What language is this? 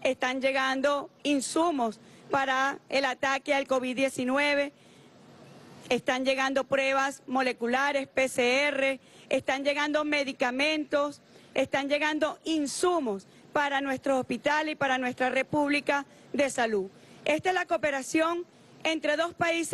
Spanish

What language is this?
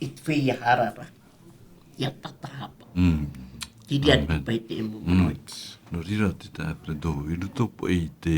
Tahitian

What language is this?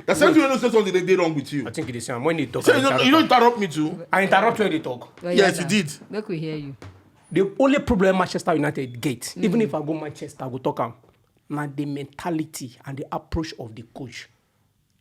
Nigerian Pidgin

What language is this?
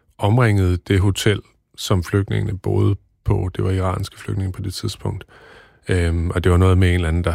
Danish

